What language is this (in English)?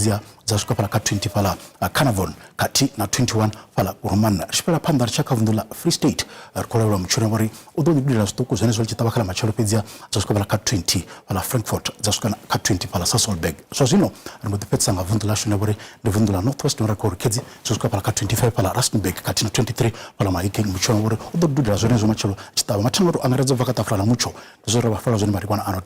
Venda